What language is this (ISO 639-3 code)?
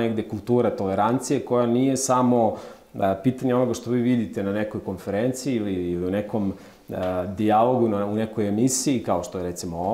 srp